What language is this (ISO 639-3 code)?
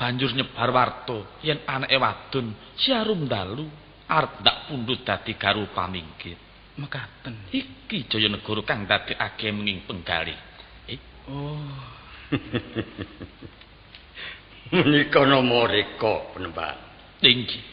jav